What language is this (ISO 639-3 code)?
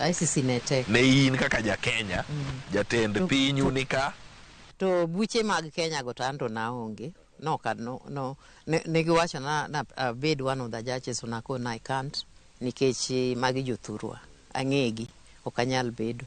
luo